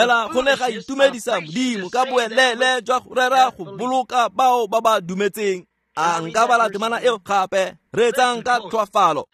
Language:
Tswana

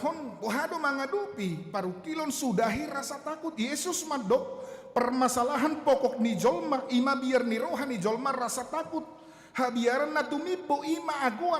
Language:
Batak Toba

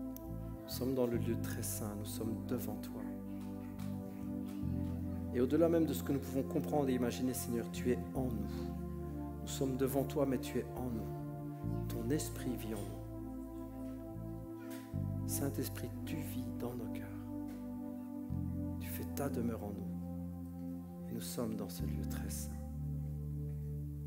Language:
French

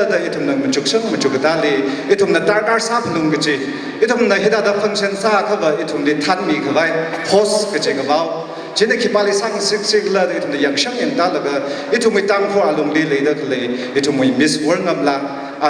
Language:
Tangkhul Naga (India)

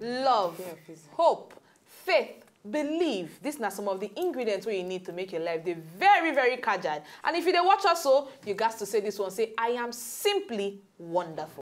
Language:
Nigerian Pidgin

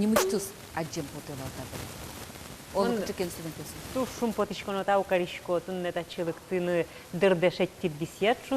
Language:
Udmurt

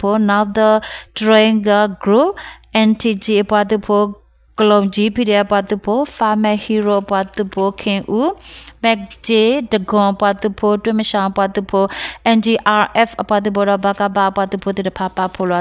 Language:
S'gaw Karen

